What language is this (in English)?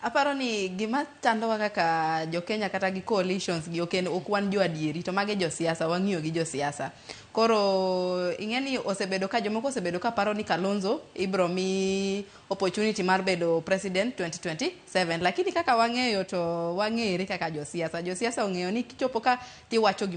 Luo (Kenya and Tanzania)